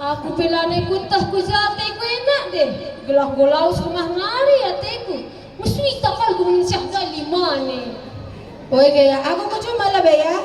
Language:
Batak Karo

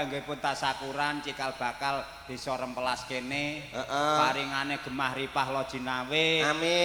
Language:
Javanese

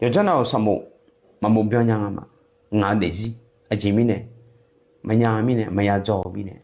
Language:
Akha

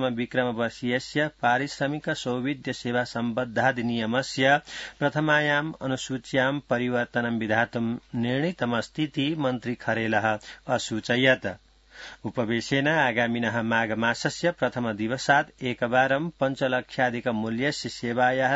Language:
Sanskrit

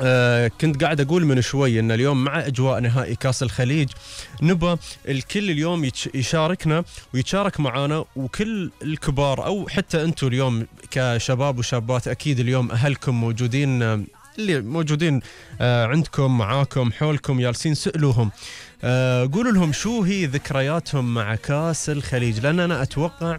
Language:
Gulf Arabic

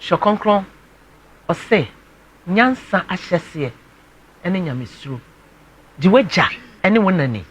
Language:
Akan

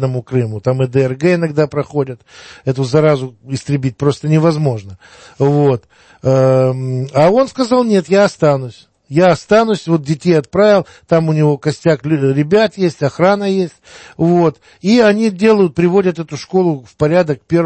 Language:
Russian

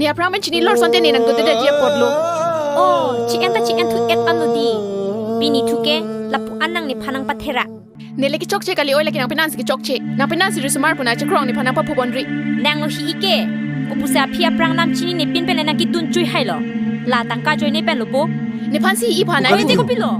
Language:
Karbi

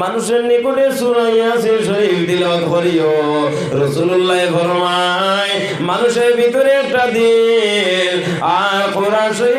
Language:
Sylheti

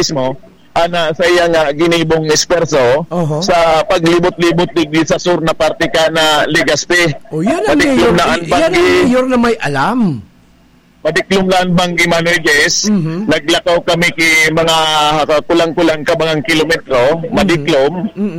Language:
Bikol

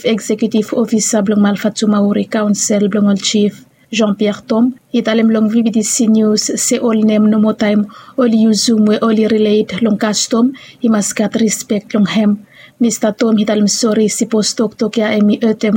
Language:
Bislama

